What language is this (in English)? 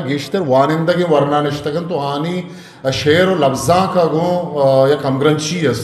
Eastern Balochi